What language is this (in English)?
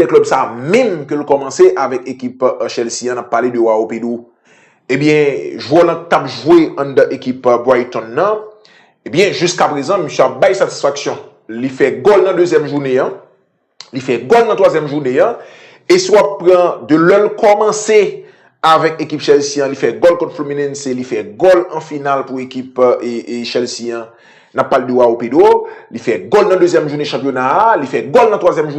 Haitian Creole